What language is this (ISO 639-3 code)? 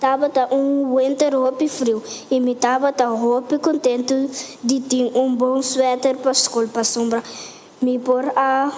pap